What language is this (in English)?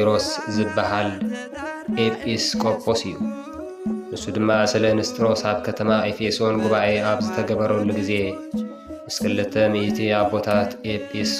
Tigrinya